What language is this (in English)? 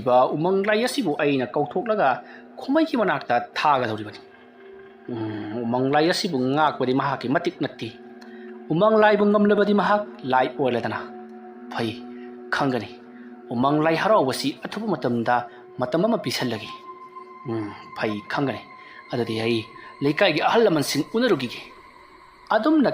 Manipuri